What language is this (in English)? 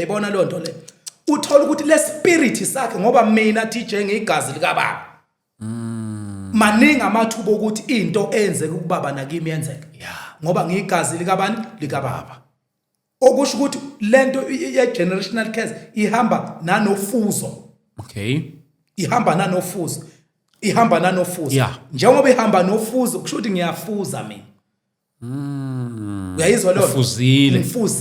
Zulu